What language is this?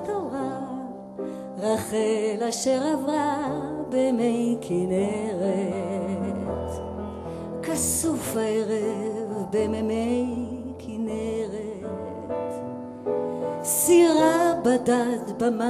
Hebrew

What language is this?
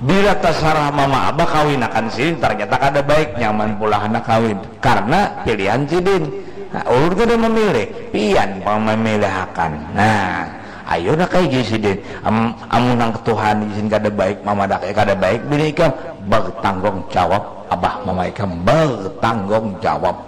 Banjar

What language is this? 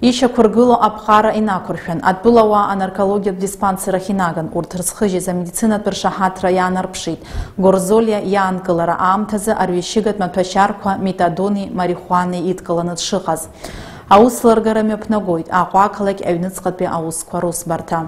Abkhazian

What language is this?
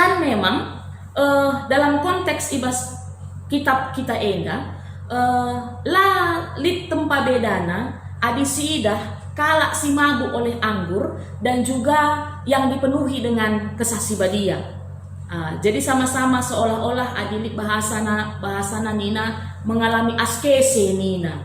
Batak Karo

